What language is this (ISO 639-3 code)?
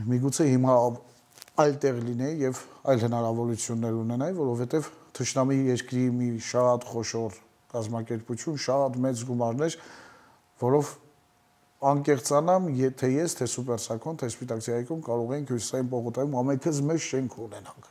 hye